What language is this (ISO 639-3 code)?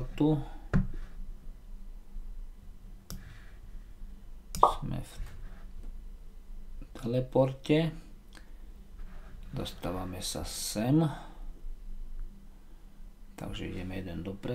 slk